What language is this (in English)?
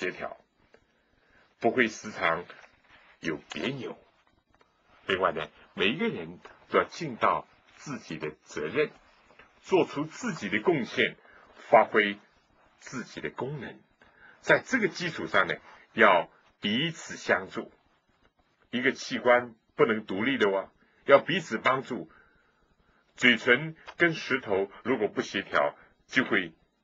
Chinese